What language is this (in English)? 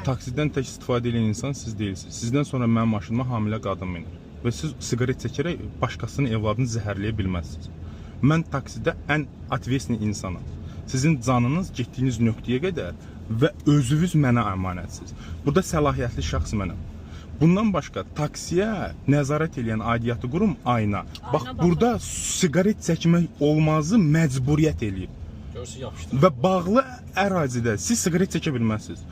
Azerbaijani